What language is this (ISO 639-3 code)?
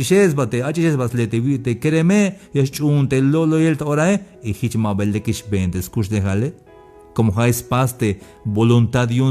tzh